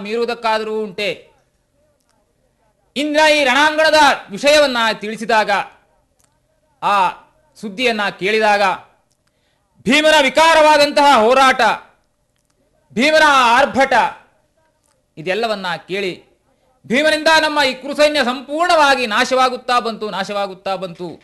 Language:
Kannada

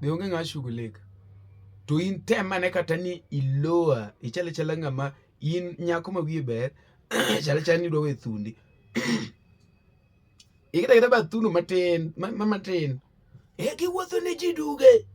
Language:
Luo (Kenya and Tanzania)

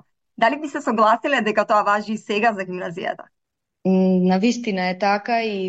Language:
Macedonian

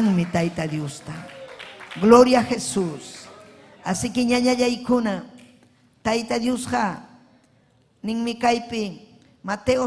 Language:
Ayacucho Quechua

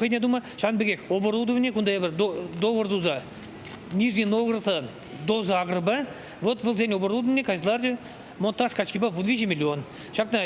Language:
Chuvash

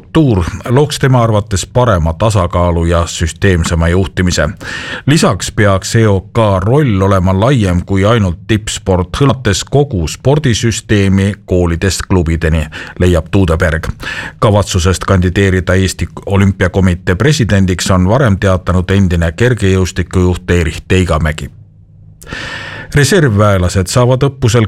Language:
Estonian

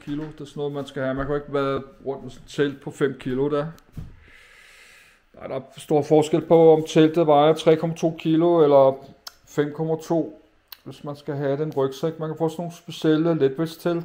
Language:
Danish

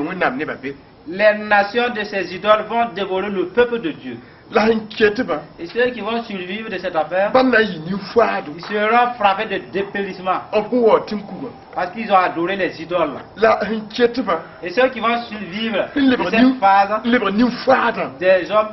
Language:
Mossi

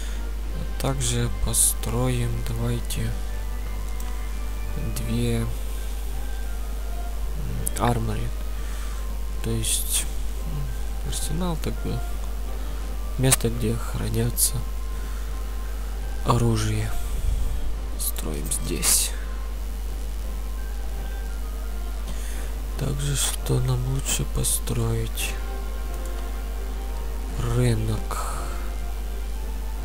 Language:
Russian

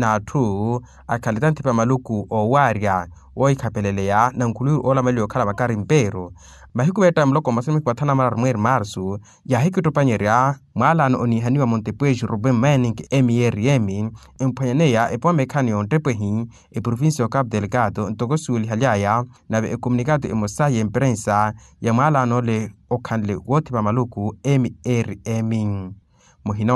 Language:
Makhuwa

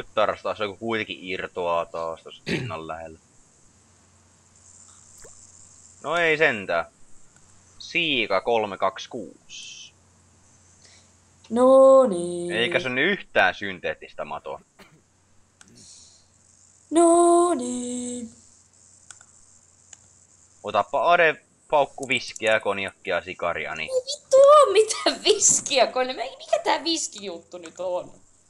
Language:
Finnish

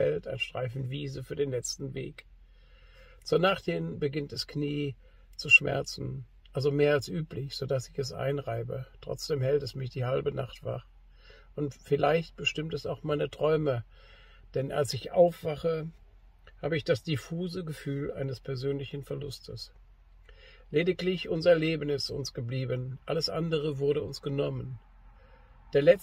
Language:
German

